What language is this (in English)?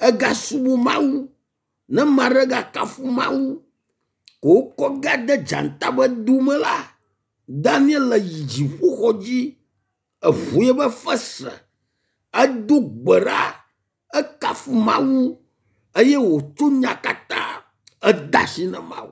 Ewe